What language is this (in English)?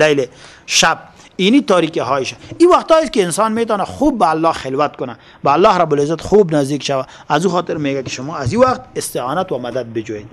Persian